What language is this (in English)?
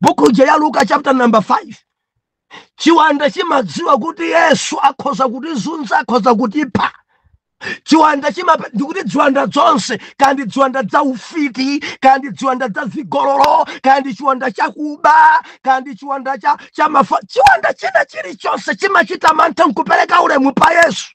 Nyanja